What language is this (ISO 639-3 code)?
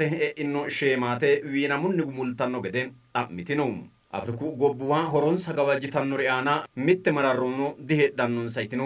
sid